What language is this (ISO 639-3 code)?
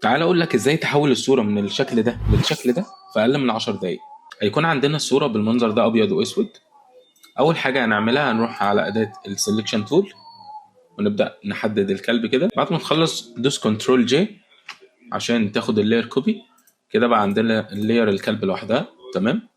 arz